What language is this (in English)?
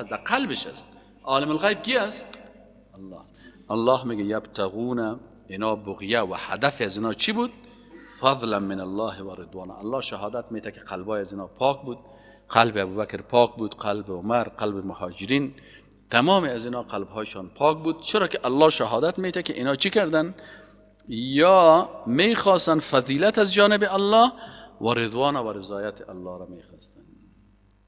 Persian